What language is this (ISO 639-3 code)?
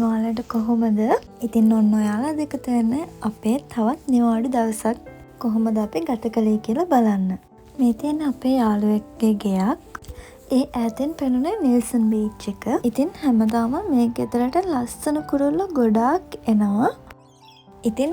sin